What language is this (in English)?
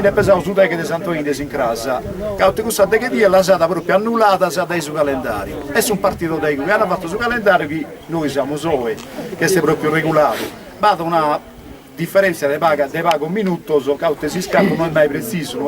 Sardinian